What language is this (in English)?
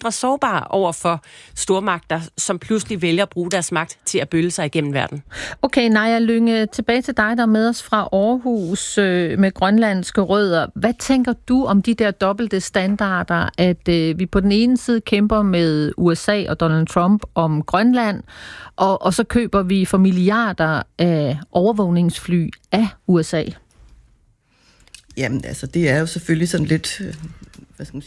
Danish